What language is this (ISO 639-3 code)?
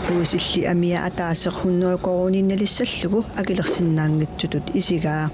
kal